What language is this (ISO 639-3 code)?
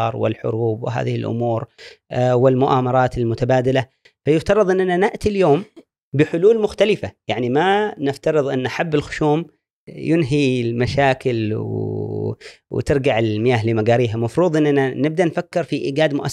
afb